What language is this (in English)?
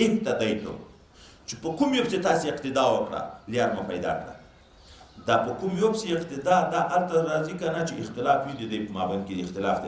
Pashto